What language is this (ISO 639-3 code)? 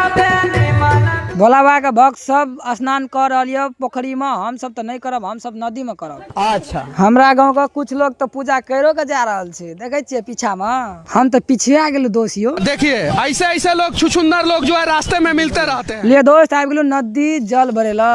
mai